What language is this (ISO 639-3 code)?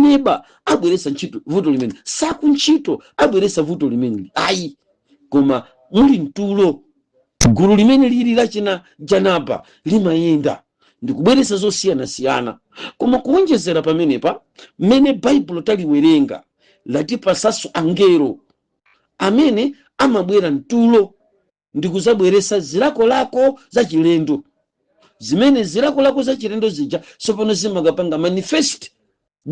nya